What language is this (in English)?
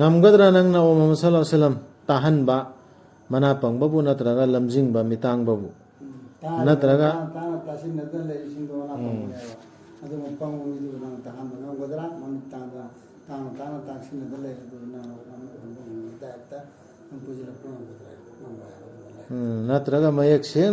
Manipuri